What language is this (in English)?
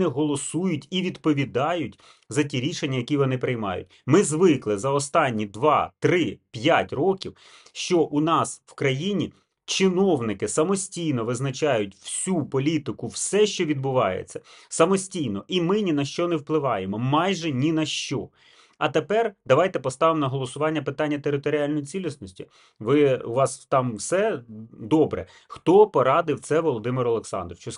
Ukrainian